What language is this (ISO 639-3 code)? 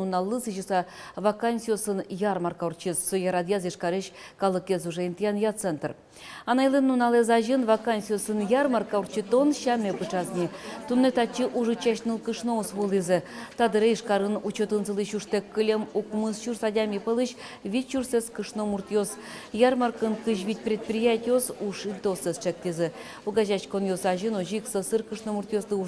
udm